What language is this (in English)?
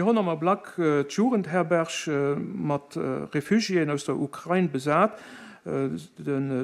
Luxembourgish